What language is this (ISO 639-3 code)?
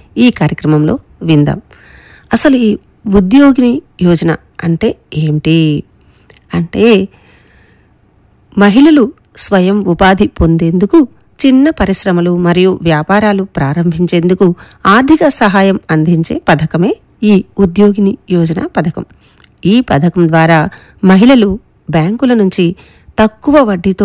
tel